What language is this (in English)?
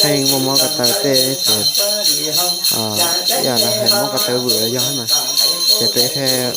Hmong